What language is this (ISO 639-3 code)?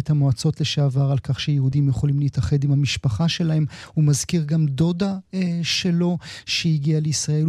heb